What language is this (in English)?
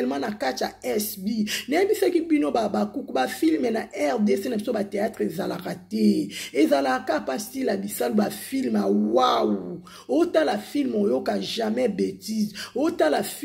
Lingala